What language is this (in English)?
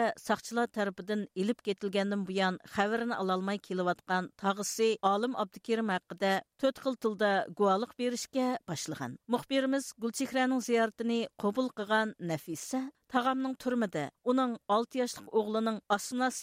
Uyghur